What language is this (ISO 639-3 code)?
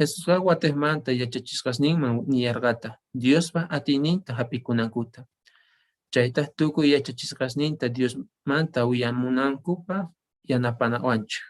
que